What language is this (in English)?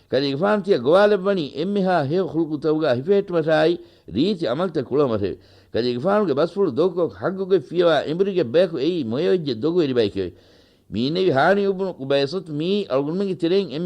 Divehi